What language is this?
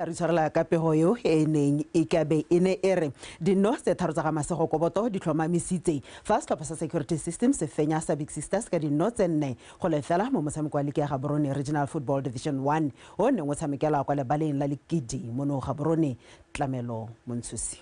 Tswana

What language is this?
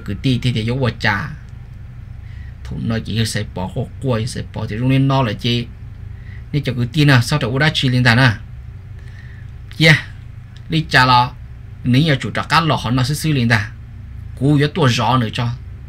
Vietnamese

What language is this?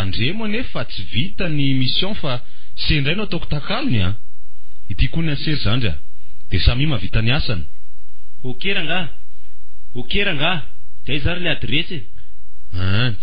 Malagasy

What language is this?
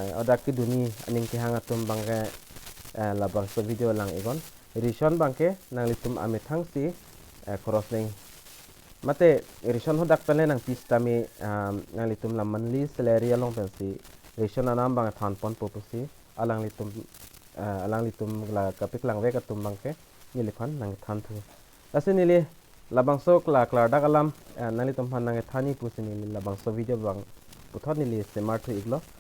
Karbi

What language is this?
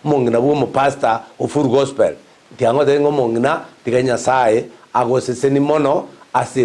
Gusii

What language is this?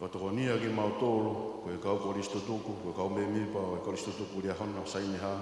Tongan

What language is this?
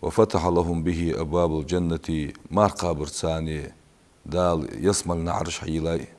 Ingush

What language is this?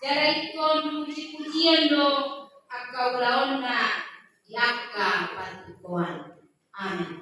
Batak Toba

